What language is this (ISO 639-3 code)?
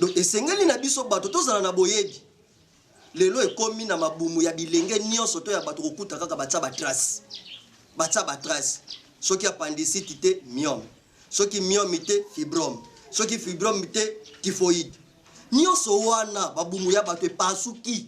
lin